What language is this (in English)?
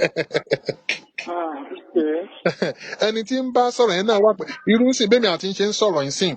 Yoruba